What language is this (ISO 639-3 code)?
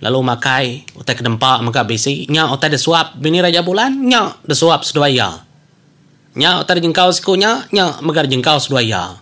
iba